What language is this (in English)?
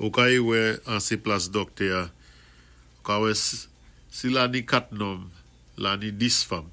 Saint Lucian Creole French